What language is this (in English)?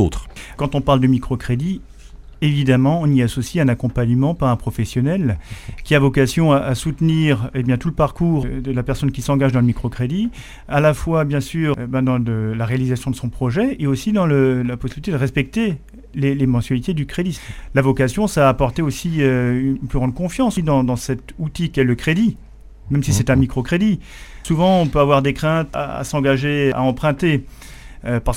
French